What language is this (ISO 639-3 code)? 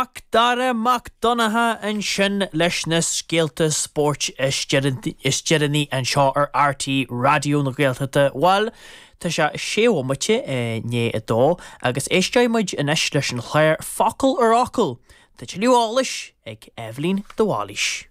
gle